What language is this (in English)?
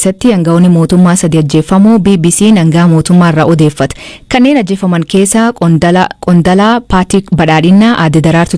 Oromo